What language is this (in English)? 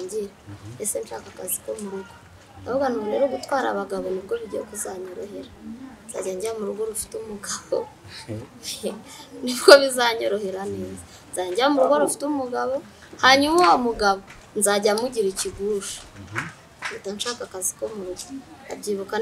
Kinyarwanda